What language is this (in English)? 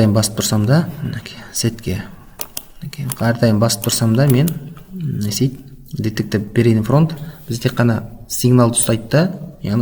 Kazakh